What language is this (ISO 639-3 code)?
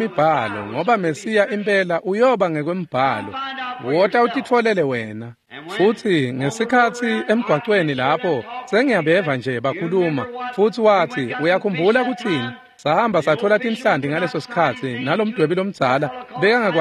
ssw